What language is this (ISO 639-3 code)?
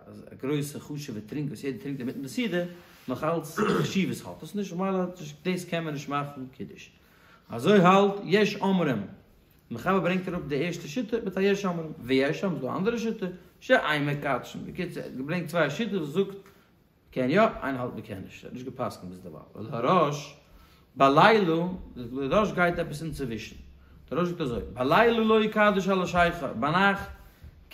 yid